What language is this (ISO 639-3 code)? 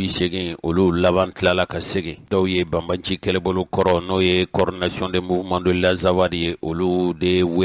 bam